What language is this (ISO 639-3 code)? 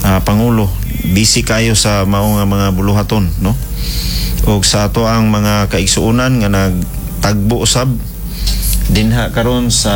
ceb